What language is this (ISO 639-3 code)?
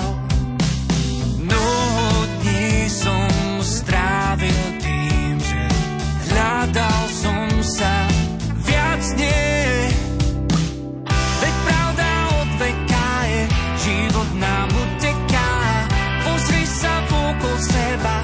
slk